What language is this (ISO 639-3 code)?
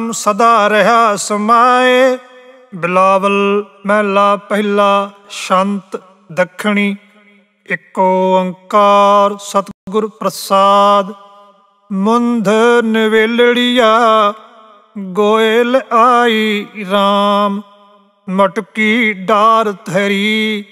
pan